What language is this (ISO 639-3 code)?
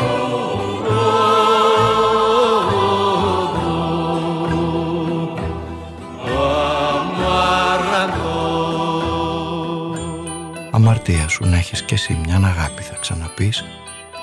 ell